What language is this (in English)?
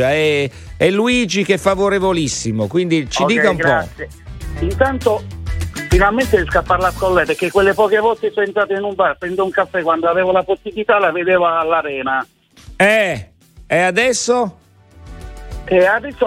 Italian